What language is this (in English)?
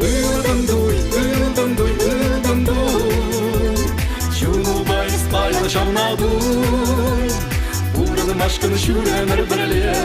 Chuvash